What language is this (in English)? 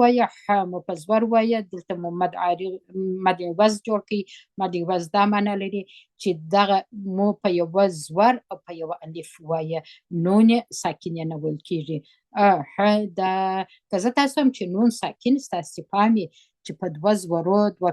Pashto